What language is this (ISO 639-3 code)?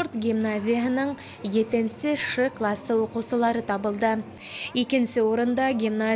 bak